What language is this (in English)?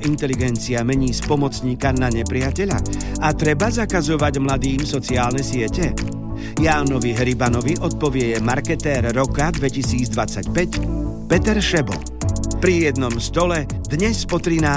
Slovak